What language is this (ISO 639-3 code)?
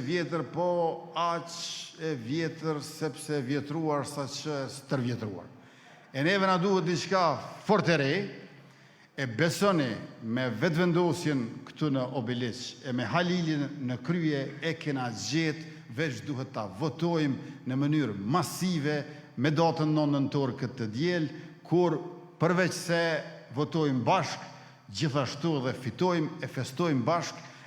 sqi